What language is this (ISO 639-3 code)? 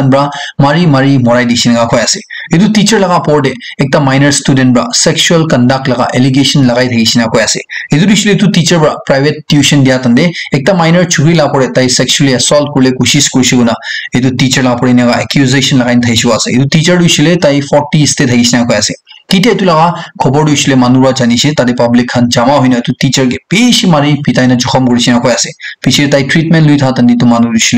nag